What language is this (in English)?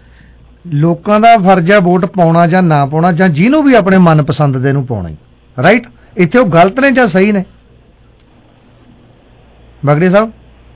Punjabi